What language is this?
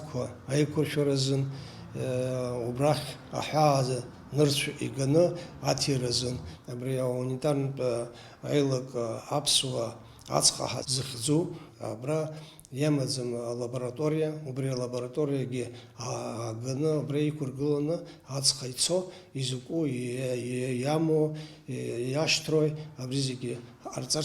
Abkhazian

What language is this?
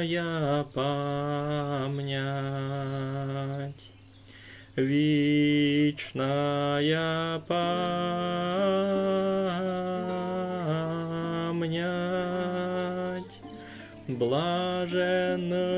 Rusyn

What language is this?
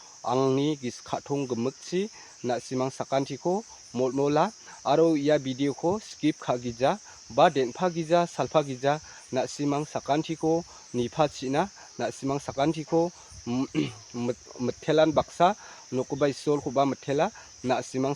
Garo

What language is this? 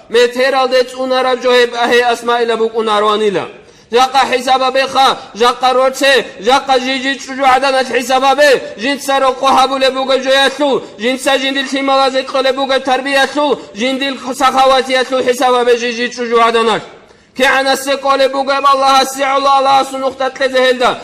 Avaric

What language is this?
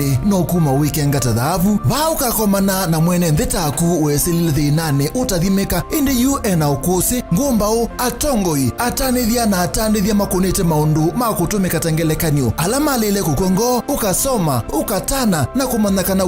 Kamba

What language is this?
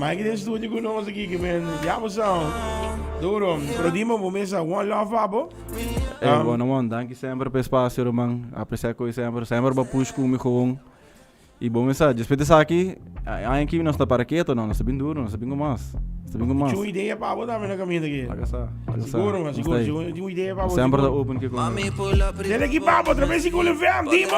Papiamento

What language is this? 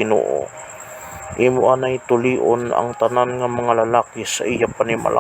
Hiligaynon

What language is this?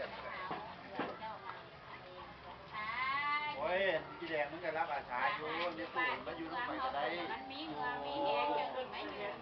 Lao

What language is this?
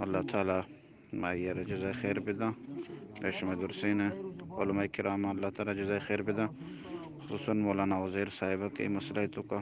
Baluchi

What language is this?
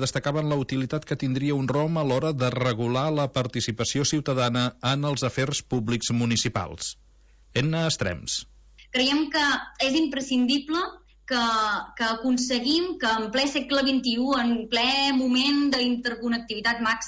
Catalan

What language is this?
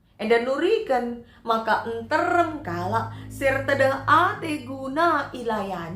Batak Karo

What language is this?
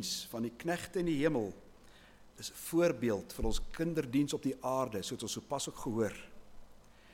Afrikaans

